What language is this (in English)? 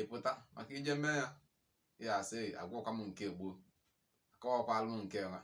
Igbo